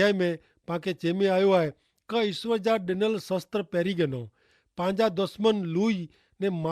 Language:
Kachhi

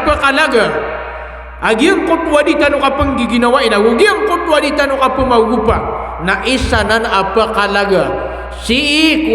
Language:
Maranao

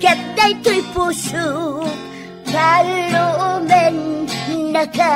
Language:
Iloko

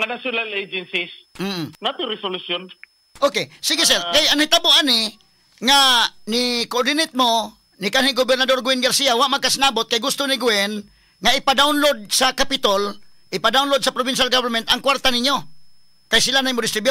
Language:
Cebuano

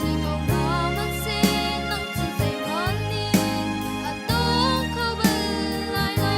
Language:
Hakha Chin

